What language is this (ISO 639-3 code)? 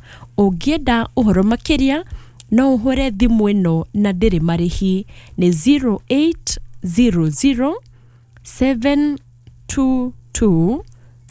kik